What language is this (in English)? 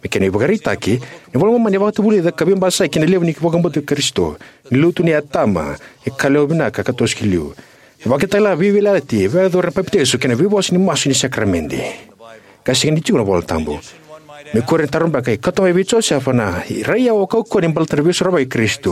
Fijian